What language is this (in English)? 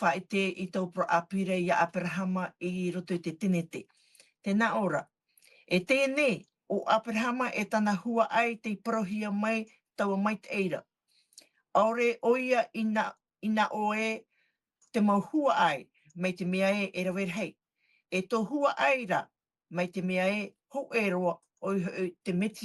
Tahitian